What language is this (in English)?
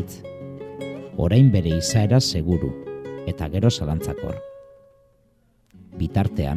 Basque